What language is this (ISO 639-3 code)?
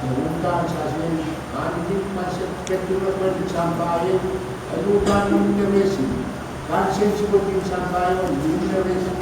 pon